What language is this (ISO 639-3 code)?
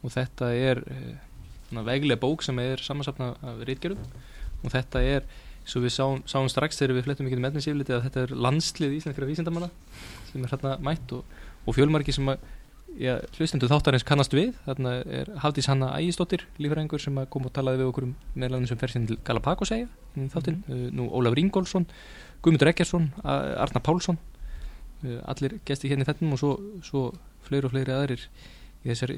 isl